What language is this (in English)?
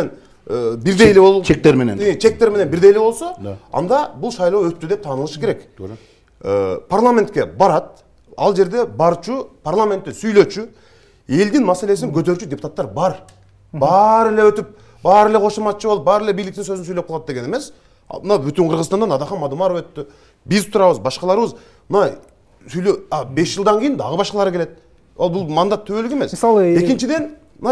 Kyrgyz